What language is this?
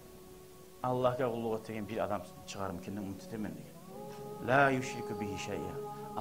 Kumyk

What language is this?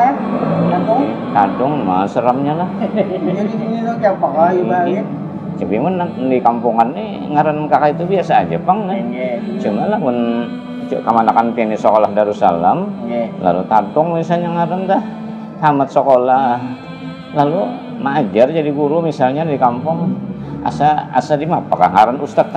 Banjar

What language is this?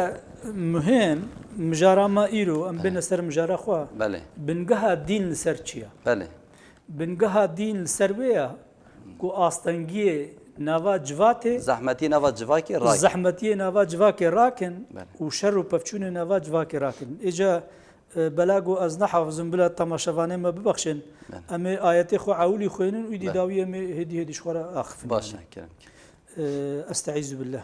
Kurdish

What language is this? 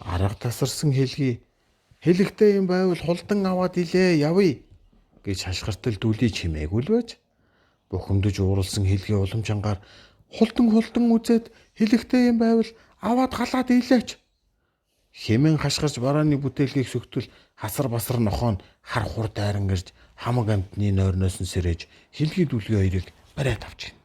Mongolian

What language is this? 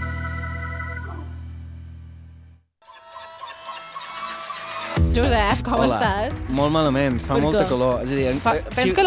Catalan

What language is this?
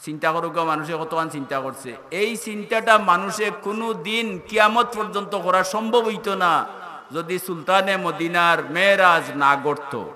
Sylheti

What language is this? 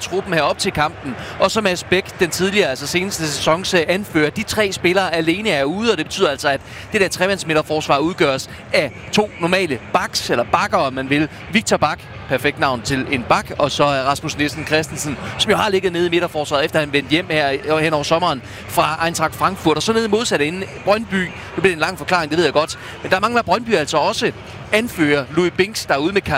Danish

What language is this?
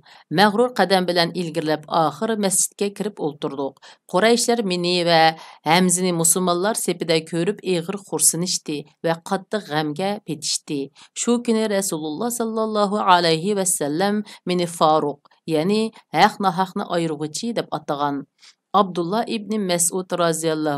Uyghur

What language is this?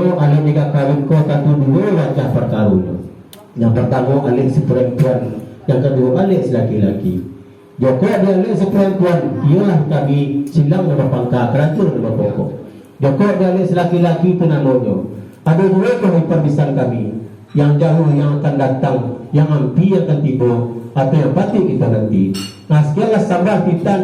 Minangkabau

